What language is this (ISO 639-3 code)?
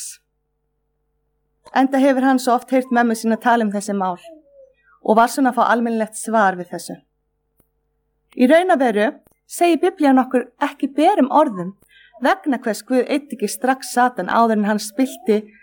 isl